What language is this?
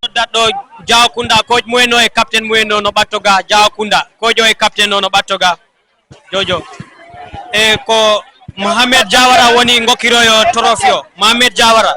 Fula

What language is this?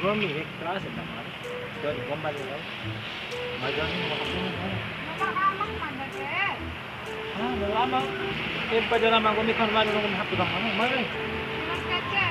Bima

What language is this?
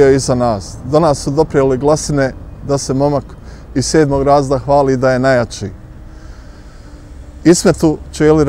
Bosnian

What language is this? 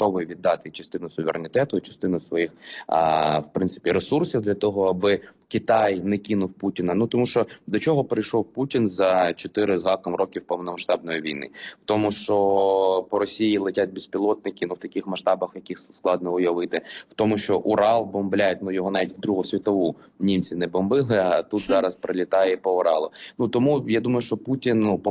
Ukrainian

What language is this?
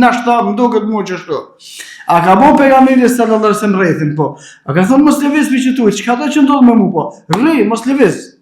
Albanian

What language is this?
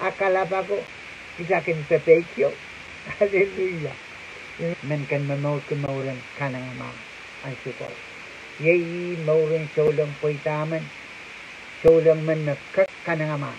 Pohnpeian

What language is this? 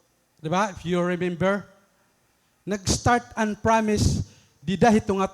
Waray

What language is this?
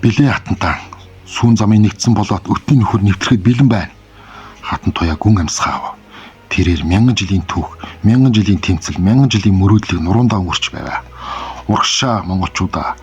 Mongolian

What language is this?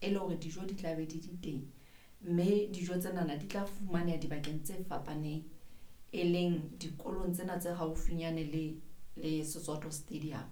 Southern Sotho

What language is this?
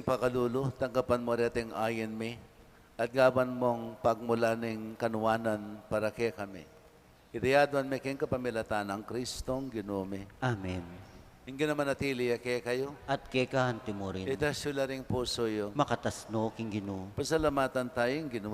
Pampanga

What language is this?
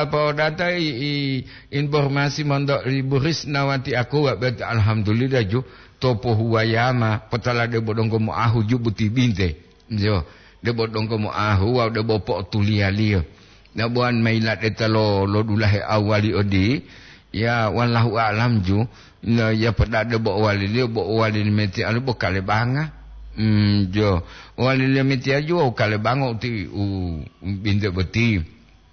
Gorontalo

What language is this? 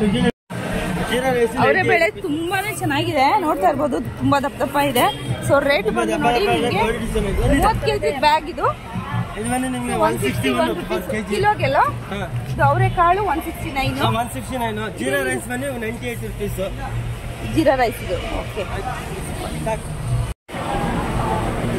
Kannada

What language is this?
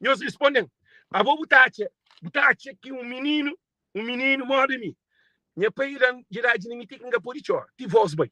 Kabuverdianu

